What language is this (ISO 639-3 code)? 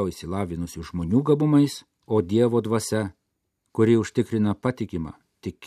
lit